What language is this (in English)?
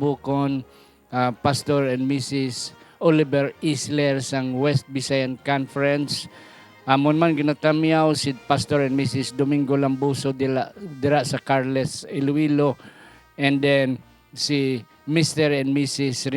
Hiligaynon